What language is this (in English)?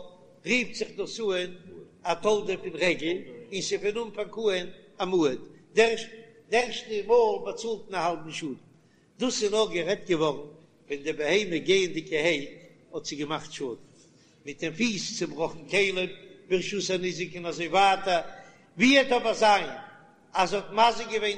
Yiddish